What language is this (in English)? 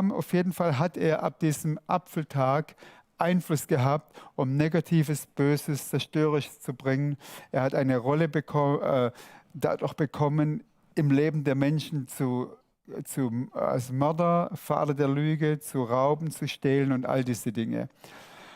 Swiss German